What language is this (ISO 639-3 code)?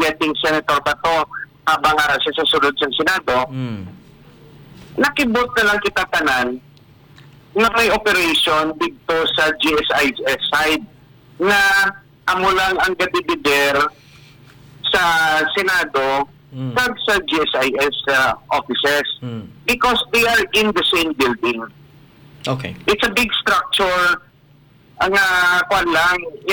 hil